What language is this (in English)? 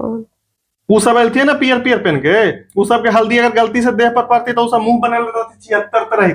Magahi